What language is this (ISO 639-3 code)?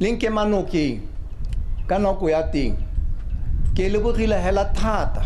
tsn